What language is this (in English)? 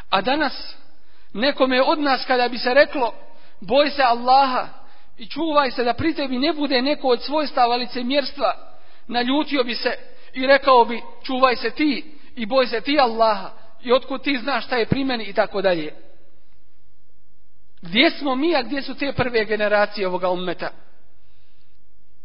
Bosnian